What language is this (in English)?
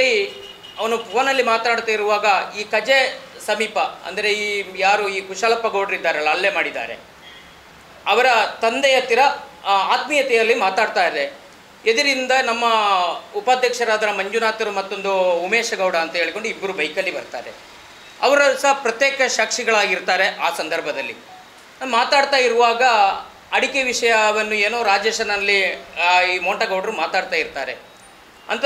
Kannada